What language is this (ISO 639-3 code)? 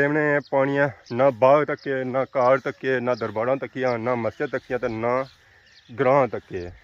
phr